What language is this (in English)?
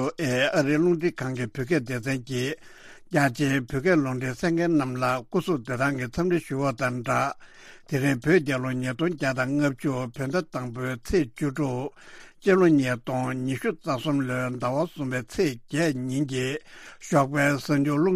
Tibetan